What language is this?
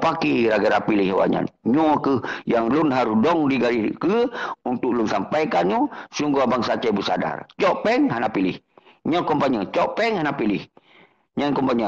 Achinese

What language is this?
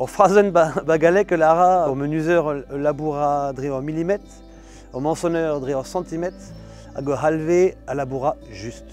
Breton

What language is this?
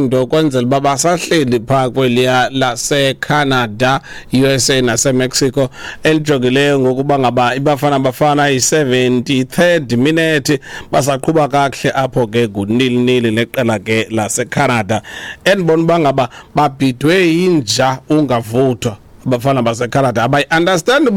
Xhosa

